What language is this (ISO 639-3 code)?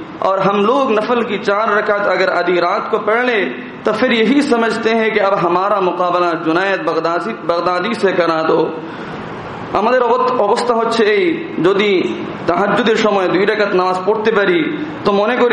ben